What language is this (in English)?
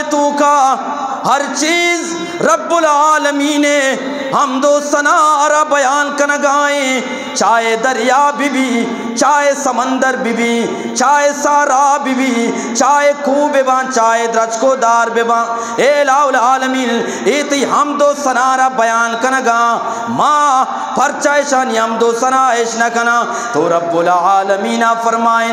Eastern Balochi